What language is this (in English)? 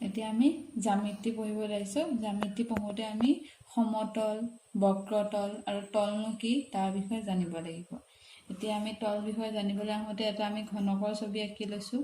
Assamese